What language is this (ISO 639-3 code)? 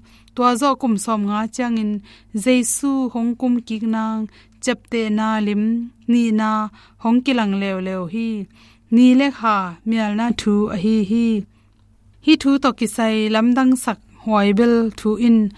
ctd